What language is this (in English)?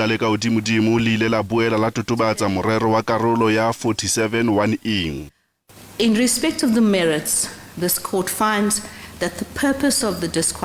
Southern Sotho